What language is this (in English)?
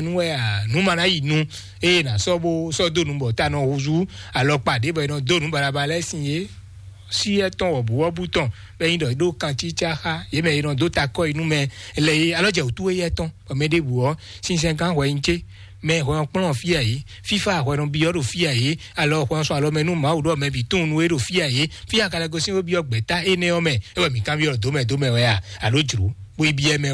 Fon